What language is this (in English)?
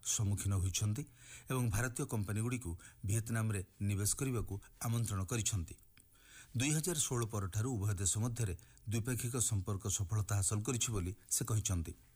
Odia